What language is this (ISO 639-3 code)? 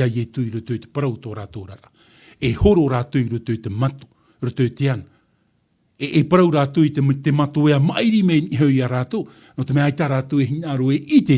tah